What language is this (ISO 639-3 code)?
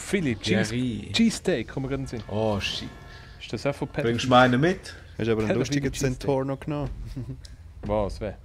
gsw